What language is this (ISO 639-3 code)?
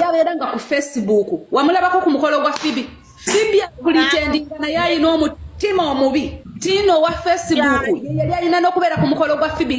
lug